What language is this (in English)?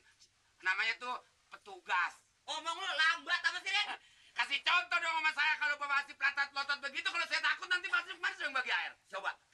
Betawi